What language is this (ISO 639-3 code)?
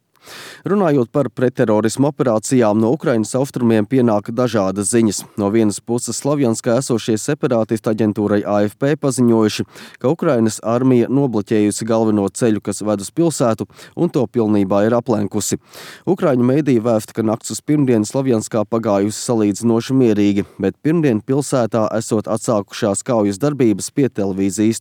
lav